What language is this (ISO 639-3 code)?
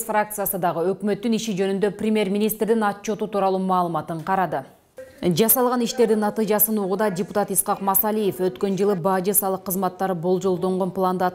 kir